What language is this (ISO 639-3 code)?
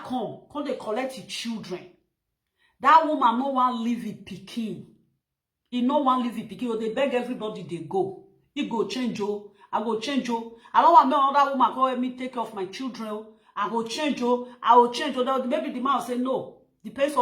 pcm